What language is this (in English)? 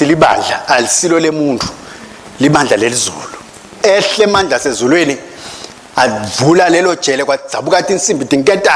Swati